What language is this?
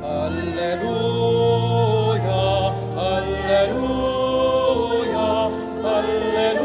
Pampanga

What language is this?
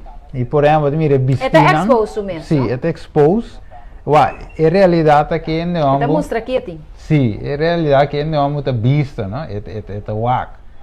Papiamento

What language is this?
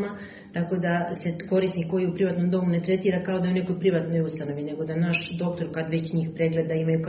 Serbian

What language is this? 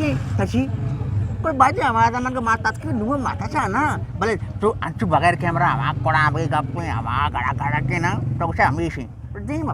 Eastern Balochi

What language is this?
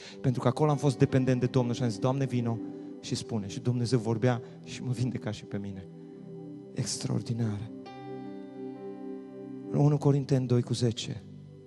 Romanian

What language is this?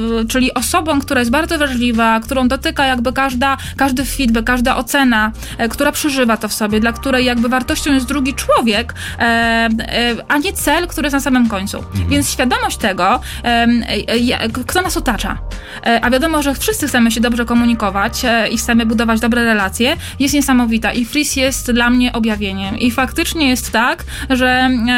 Polish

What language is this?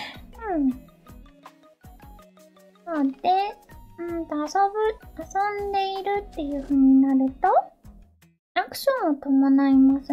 Japanese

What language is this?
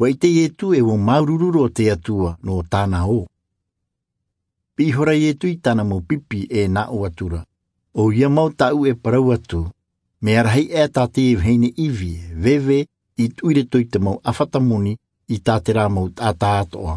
Tahitian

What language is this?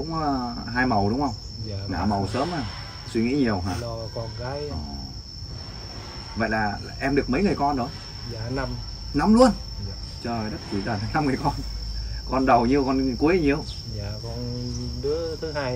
Vietnamese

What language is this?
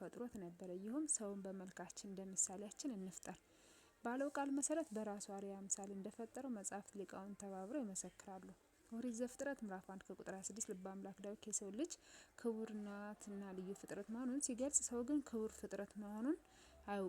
Amharic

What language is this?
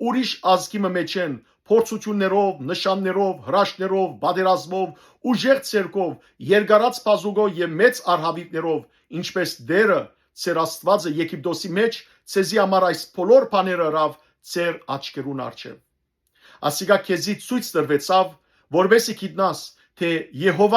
Western Armenian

